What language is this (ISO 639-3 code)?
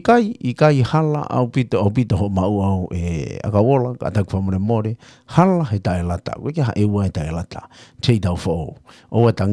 ton